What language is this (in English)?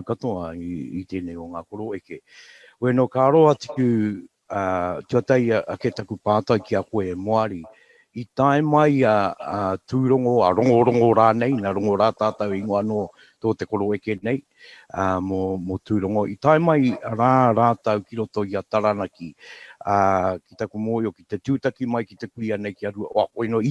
Māori